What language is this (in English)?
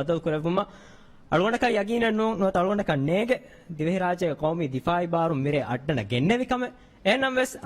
Divehi